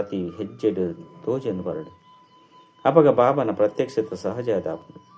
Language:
Tulu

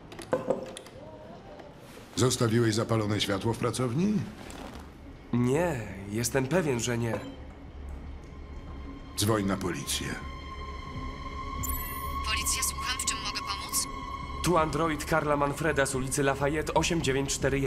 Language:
Polish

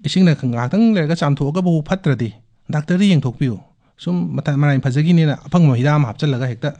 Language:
Manipuri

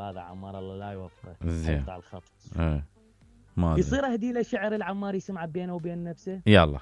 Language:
Mesopotamian Arabic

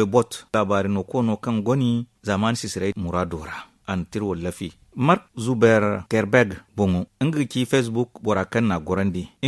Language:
Zarma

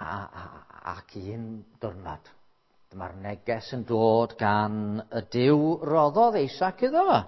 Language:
Welsh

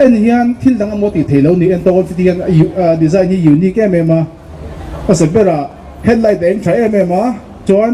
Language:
Mizo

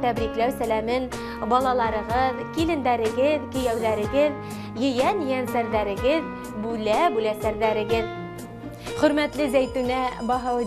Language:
Bashkir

